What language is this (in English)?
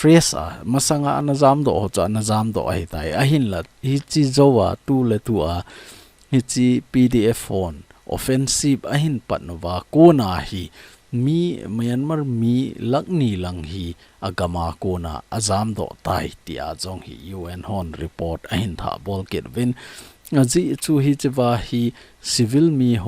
Thado Chin